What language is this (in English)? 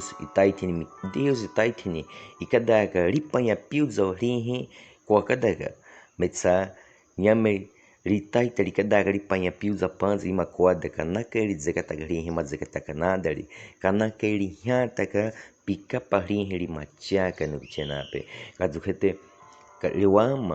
Baniwa